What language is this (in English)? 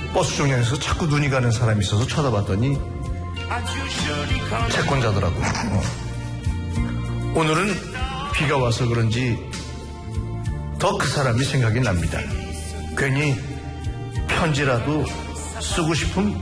Korean